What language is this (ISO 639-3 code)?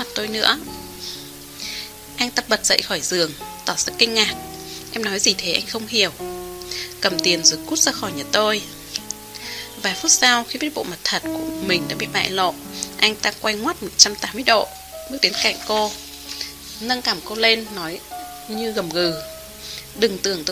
vie